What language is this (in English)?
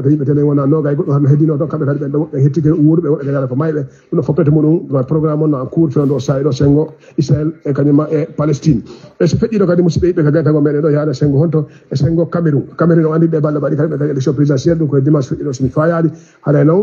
Fula